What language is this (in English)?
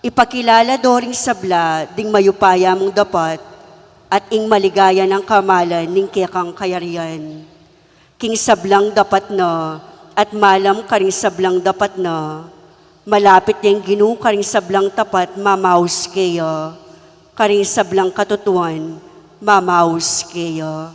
Pampanga